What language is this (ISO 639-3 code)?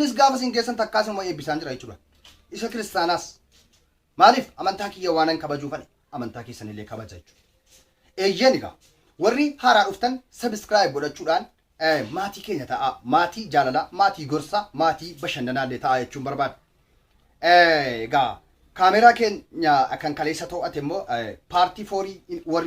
orm